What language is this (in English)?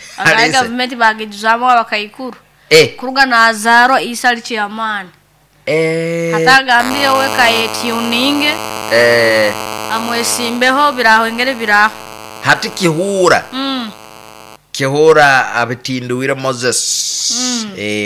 Nyoro